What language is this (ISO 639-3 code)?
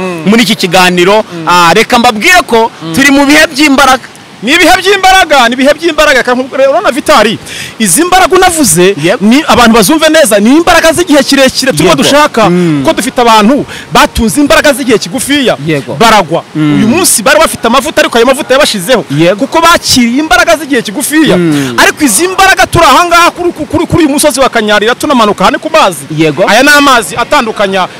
kin